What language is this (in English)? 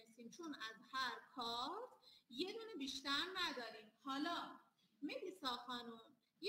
Persian